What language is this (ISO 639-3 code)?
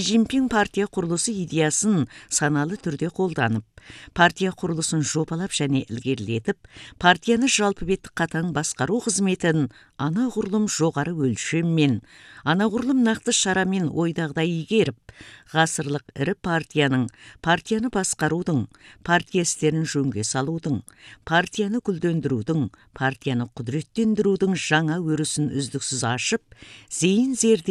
kaz